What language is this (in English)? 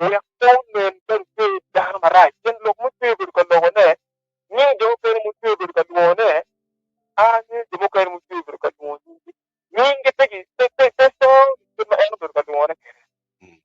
Acoli